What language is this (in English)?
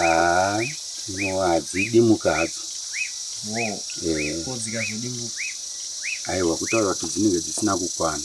Shona